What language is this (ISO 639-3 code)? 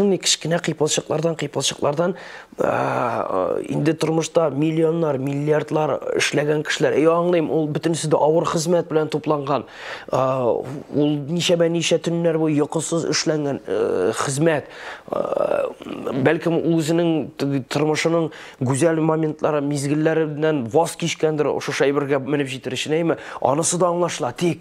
tat